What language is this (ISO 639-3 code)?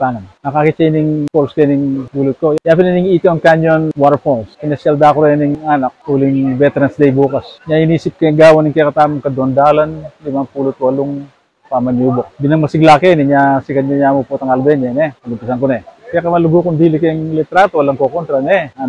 pam